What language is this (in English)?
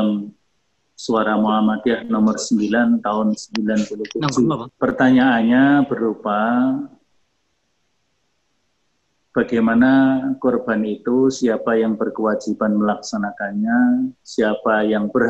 Indonesian